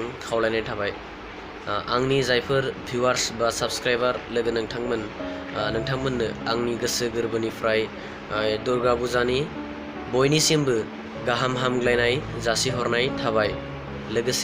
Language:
Bodo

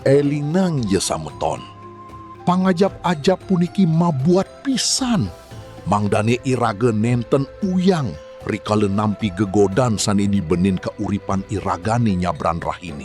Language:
Balinese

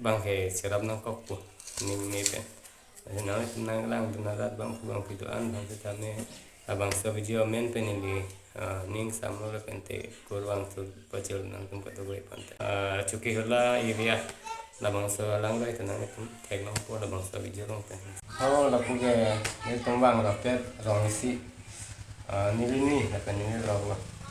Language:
Karbi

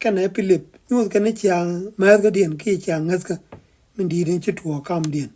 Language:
Nuer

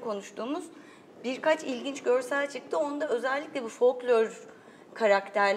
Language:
Turkish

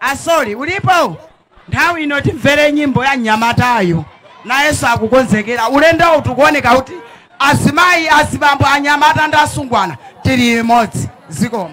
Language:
Nyanja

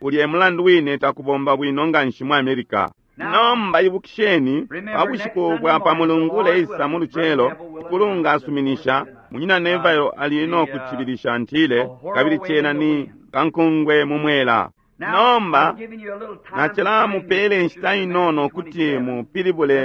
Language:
Bemba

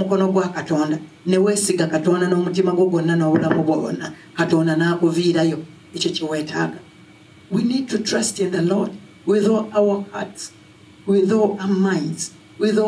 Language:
Ganda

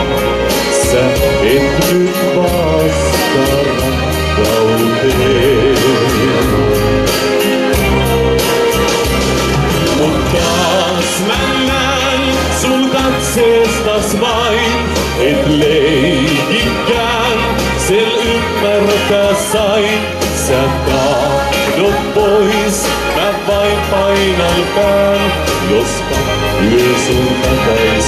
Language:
Finnish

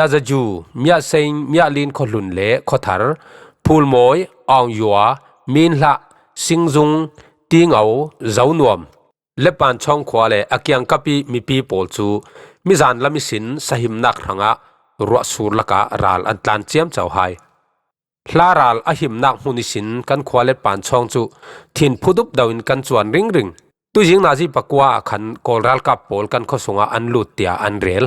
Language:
Falam Chin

